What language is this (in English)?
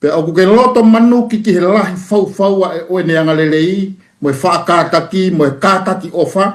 Tongan